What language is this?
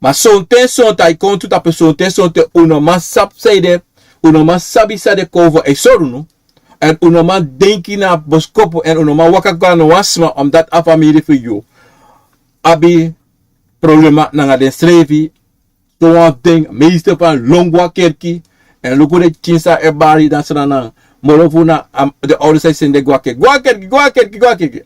Sranan Tongo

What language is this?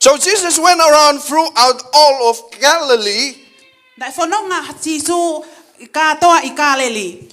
Tongan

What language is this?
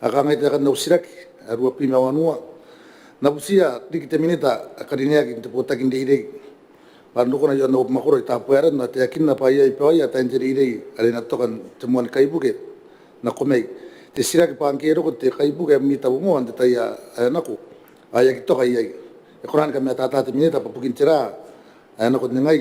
Gilbertese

